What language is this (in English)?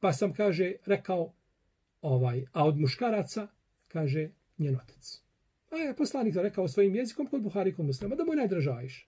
Bosnian